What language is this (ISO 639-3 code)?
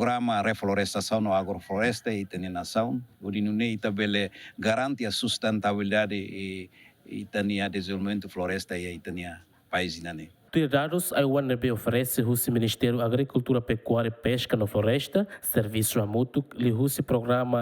tet